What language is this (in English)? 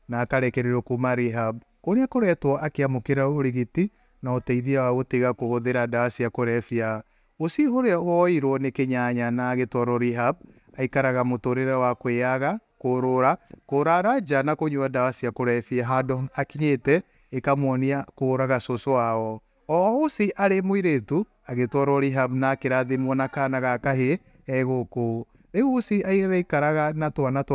Kikuyu